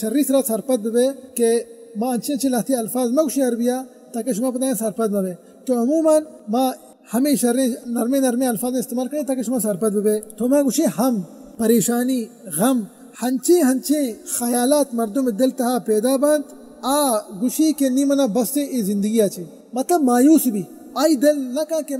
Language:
Baluchi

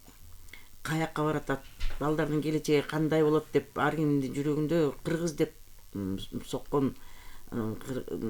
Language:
Kyrgyz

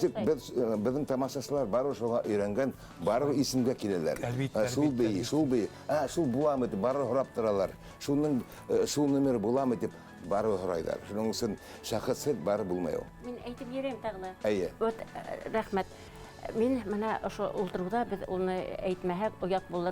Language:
Bashkir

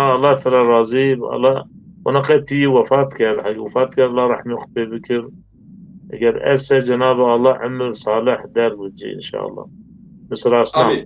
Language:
Zaza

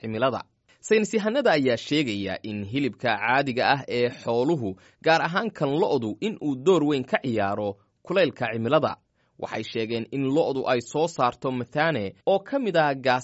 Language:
Somali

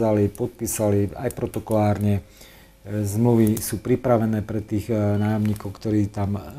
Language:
Slovak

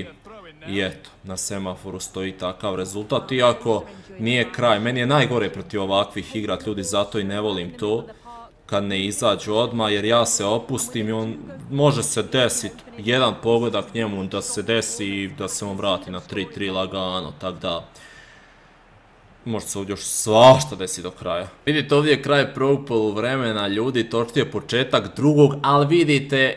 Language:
Croatian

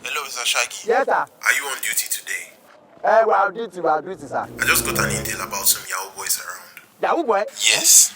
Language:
Nigerian Pidgin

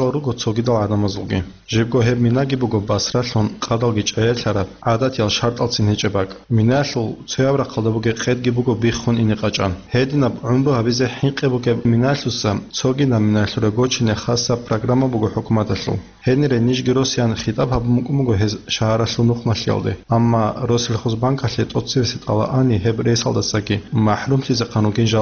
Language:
Avaric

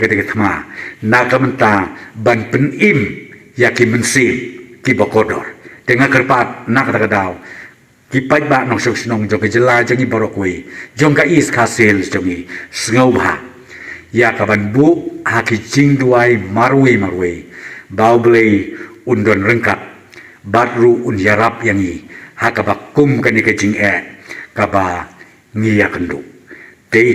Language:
Khasi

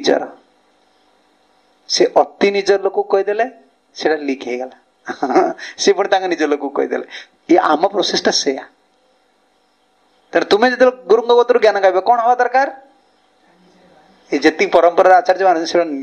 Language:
Odia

